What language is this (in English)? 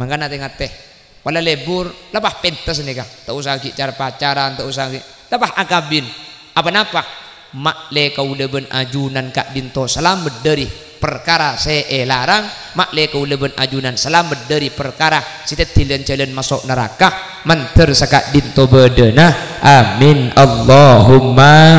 Madurese